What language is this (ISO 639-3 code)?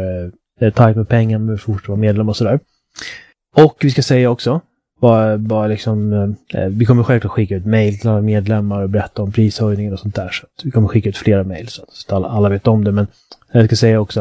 swe